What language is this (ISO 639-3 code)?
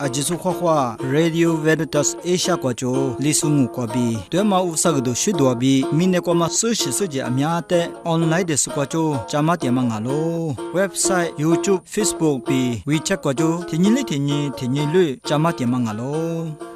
lis